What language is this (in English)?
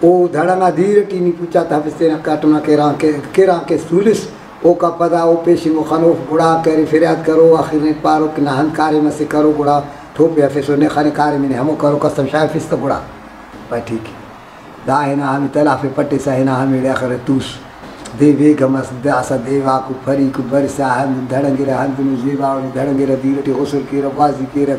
Brahui